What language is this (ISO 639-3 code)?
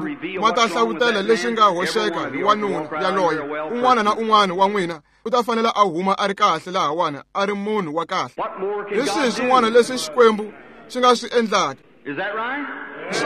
tso